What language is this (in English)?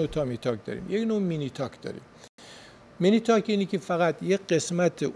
Persian